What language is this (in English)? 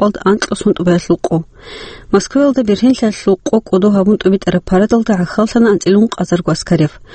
Avaric